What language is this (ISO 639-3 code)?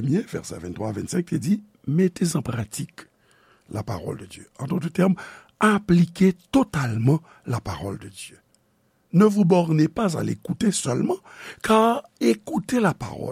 hat